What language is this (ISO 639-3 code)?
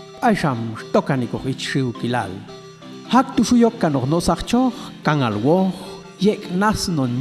jac